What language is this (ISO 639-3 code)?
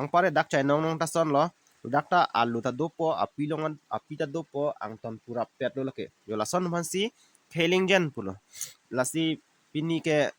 mjw